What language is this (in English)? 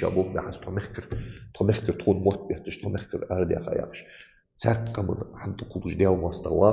Ingush